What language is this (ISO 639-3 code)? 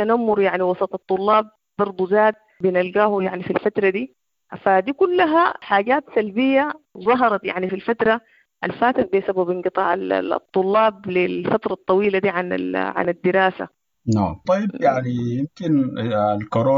apd